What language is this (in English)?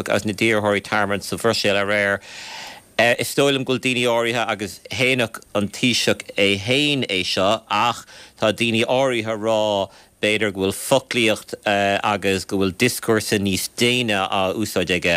Irish